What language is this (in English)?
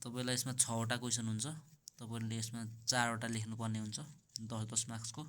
Nepali